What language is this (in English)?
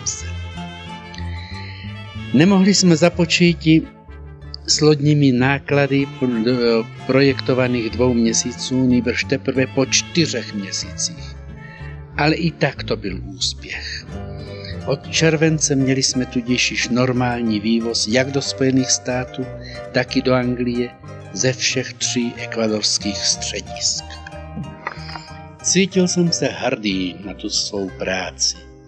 Czech